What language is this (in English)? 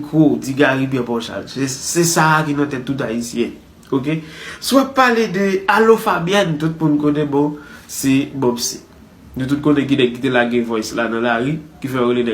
Haitian Creole